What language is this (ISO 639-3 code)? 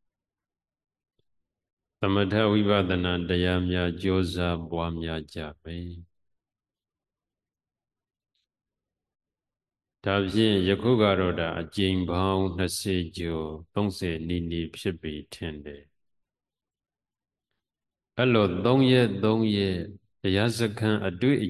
mya